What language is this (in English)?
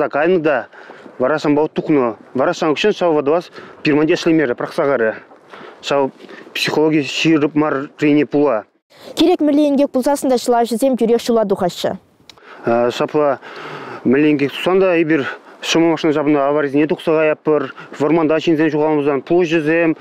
Chuvash